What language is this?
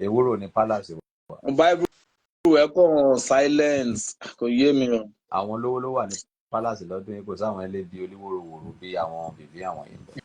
Yoruba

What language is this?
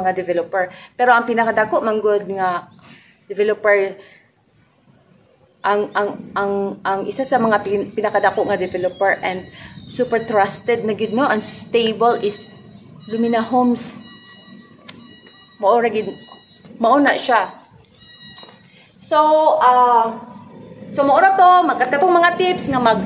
Cebuano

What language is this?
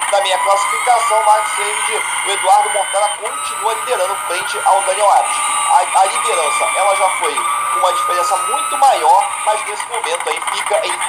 Portuguese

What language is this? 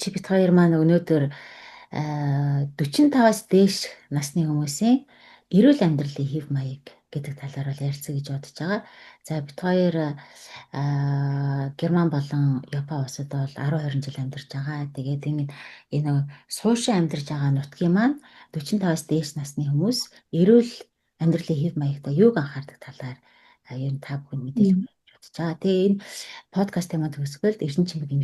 Mongolian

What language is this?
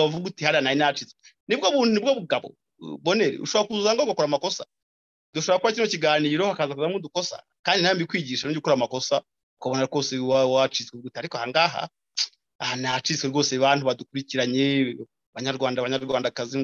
Kinyarwanda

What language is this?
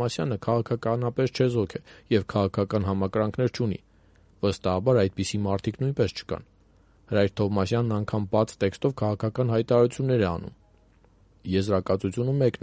Armenian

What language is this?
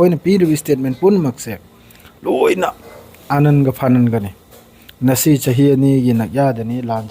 Manipuri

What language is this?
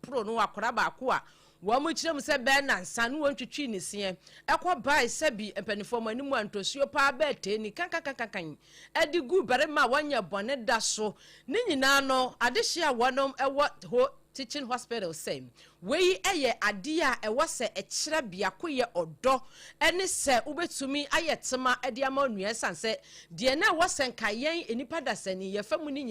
Akan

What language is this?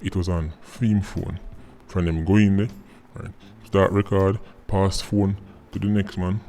Jamaican Creole English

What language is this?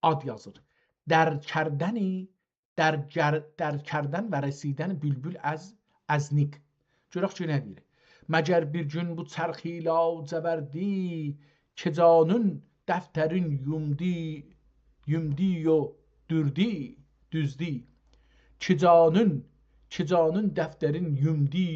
South Azerbaijani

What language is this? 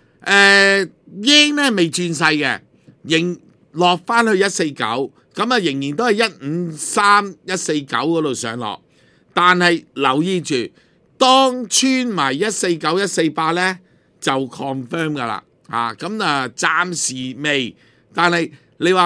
Cantonese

